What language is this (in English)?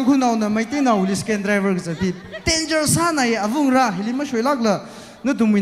Tangkhul Naga (India)